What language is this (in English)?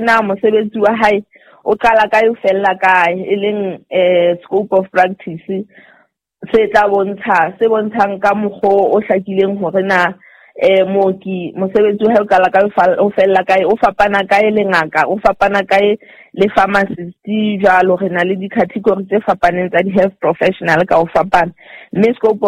Southern Sotho